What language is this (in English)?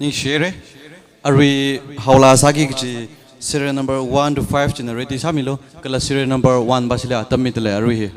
Tangkhul Naga (India)